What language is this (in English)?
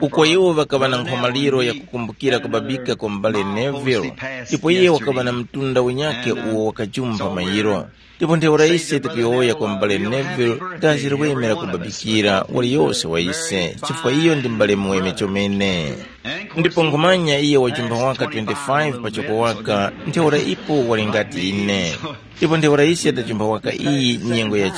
Tumbuka